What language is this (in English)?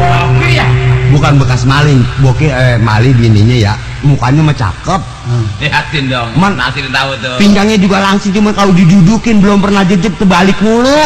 Betawi